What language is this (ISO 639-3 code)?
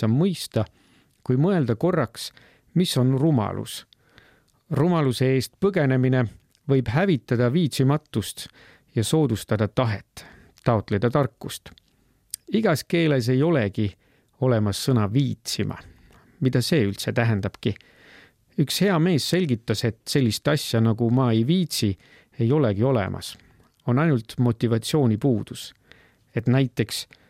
est